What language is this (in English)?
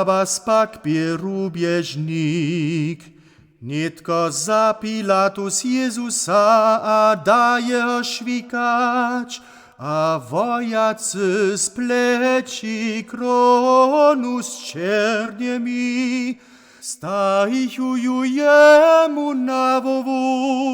Upper Sorbian